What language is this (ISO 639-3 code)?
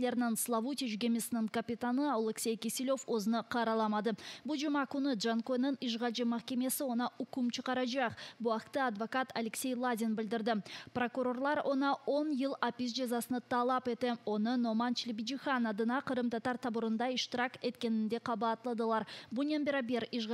crh